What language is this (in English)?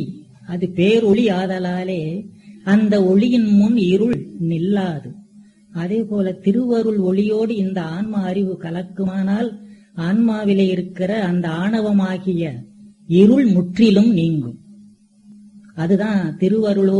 Tamil